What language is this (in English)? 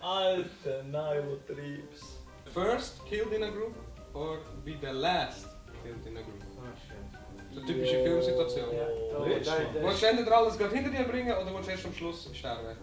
Swiss German